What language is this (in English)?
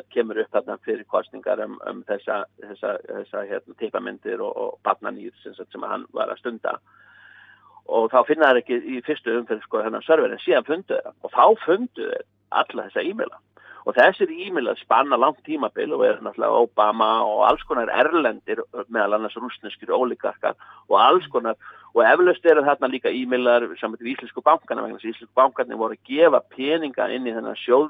Icelandic